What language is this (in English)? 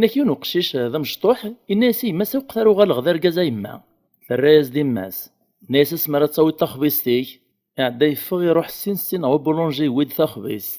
Kabyle